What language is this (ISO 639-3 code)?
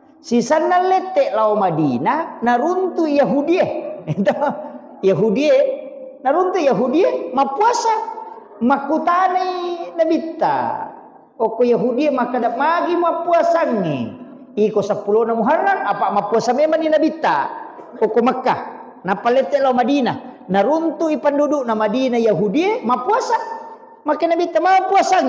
bug